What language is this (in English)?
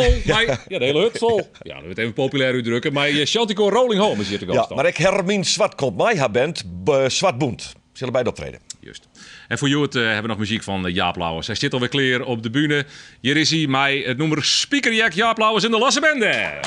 Western Frisian